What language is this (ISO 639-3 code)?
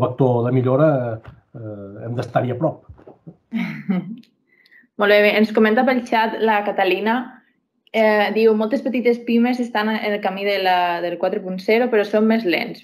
cat